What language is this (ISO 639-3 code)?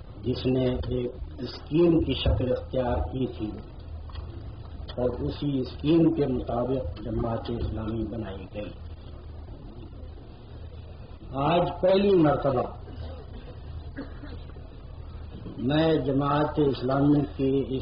urd